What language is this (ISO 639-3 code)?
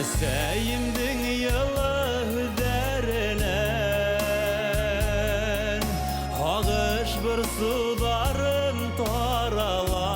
bak